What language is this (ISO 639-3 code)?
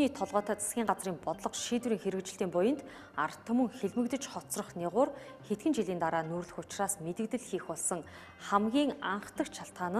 mon